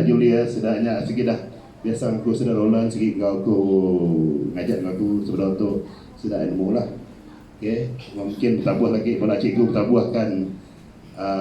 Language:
Iban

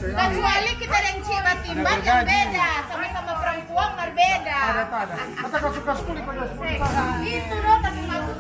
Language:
Manado Malay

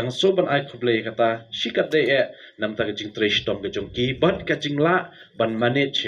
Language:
Khasi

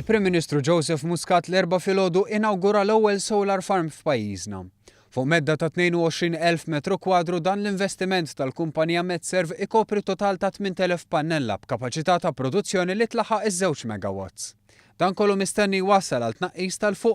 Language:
Maltese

